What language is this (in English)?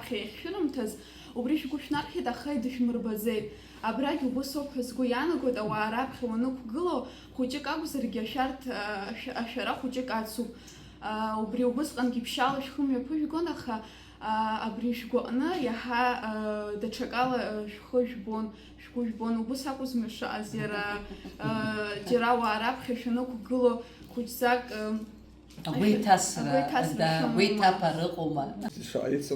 Abkhazian